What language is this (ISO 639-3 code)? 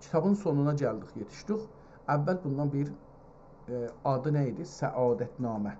azb